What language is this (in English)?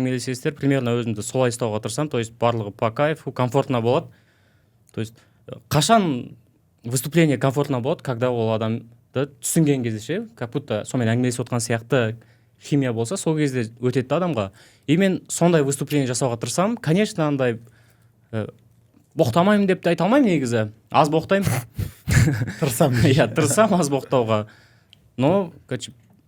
Kazakh